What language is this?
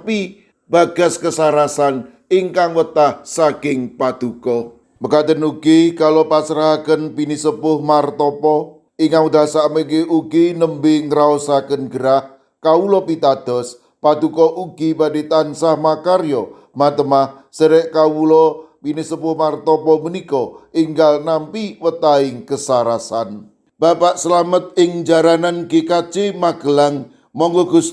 Javanese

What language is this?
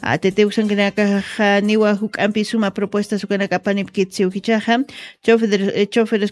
Aymara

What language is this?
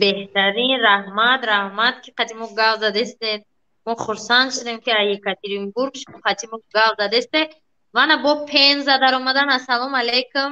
Tajik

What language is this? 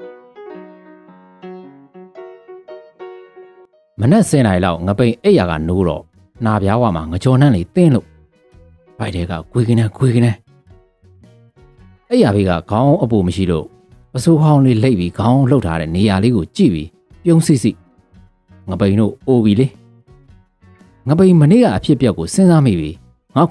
Burmese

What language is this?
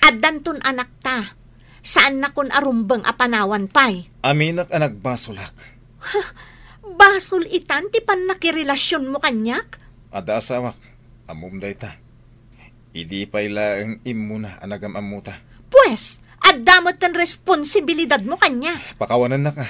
Iloko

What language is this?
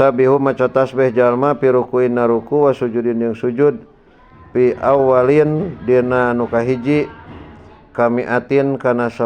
Sundanese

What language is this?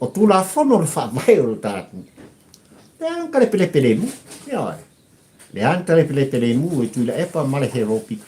Samoan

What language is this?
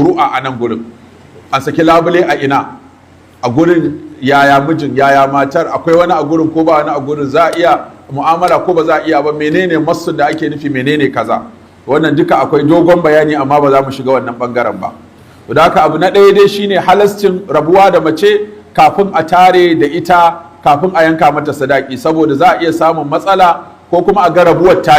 Hausa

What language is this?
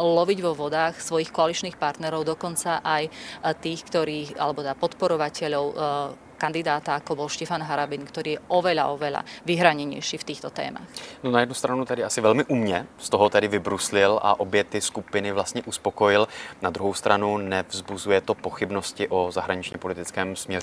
Slovak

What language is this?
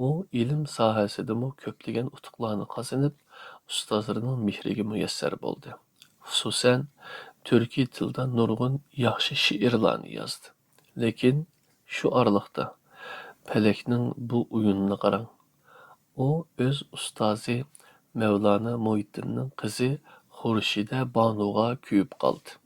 Uyghur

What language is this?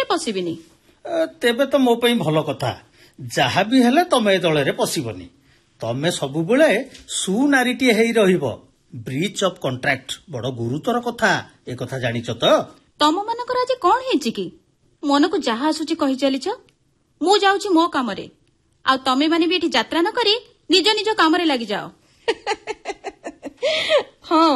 Odia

